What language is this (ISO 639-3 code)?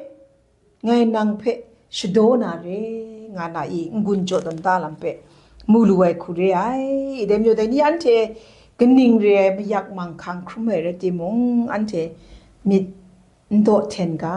kac